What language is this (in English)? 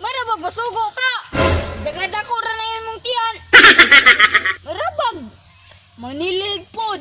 Cebuano